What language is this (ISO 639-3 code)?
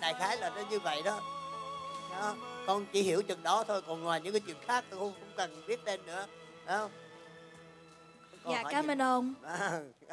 vie